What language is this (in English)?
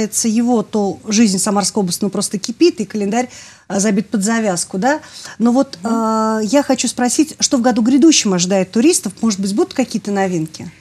Russian